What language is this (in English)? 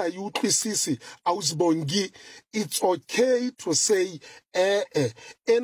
Southern Sotho